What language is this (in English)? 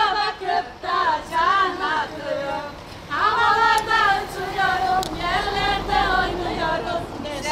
Turkish